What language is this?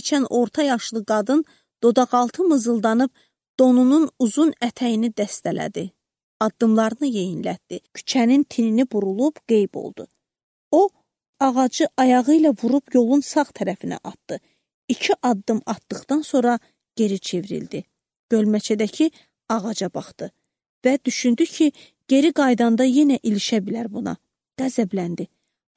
Azerbaijani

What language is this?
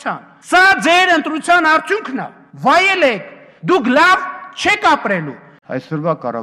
Armenian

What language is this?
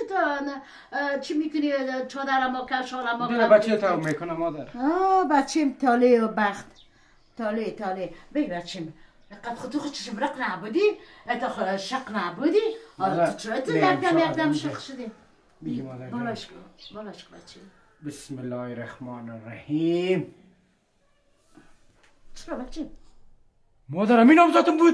Persian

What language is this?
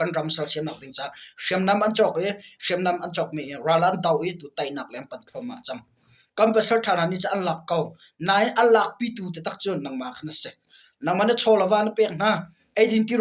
Hakha Chin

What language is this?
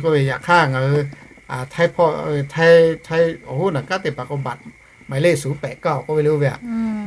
Lahu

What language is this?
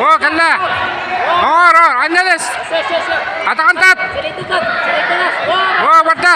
Yakut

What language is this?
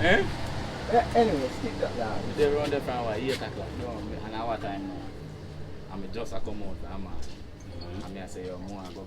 Jamaican Creole English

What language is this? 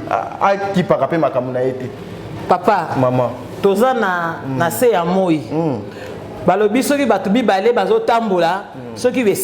Lingala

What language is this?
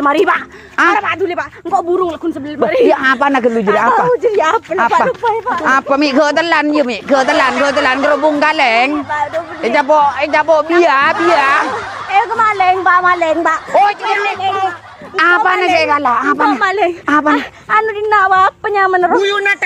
Madurese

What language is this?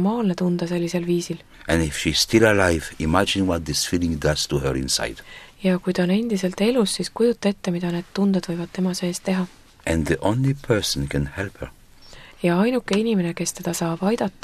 Estonian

